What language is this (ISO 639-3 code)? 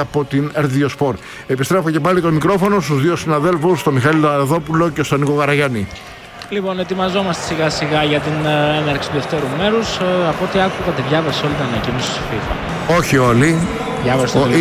ell